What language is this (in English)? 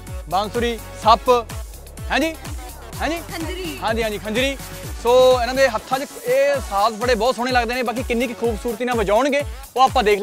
Punjabi